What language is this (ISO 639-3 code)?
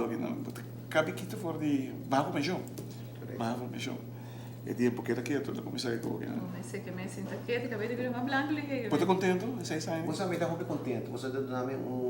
pap